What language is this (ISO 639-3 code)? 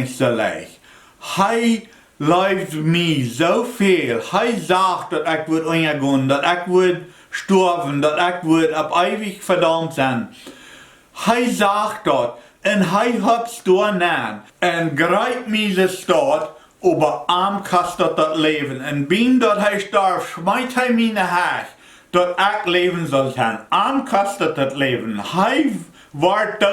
pdt